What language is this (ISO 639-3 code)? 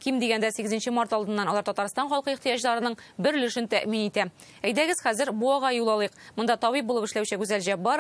tat